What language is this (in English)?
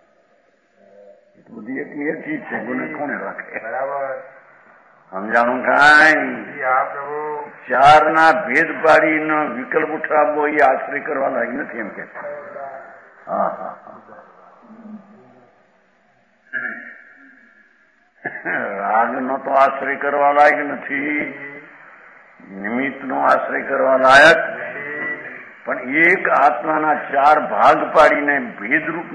Gujarati